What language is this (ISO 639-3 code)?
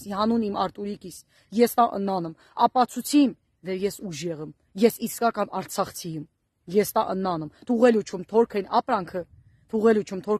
hye